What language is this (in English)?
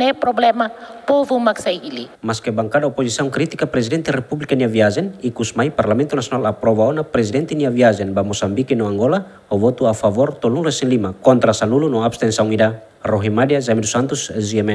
Tetum